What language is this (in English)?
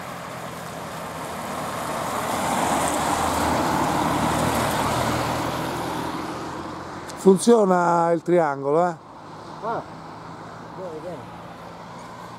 Italian